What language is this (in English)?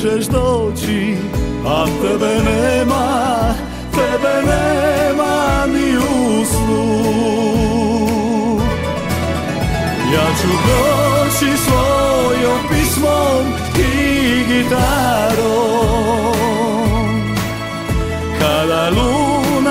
Croatian